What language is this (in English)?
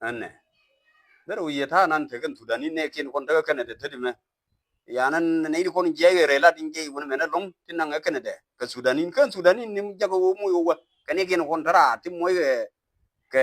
Nuer